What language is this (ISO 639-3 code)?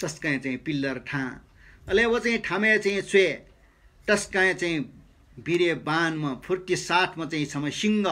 new